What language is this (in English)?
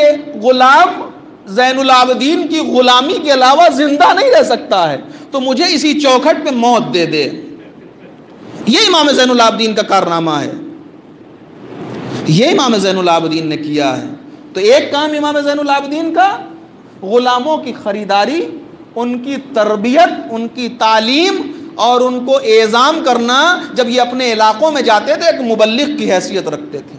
Urdu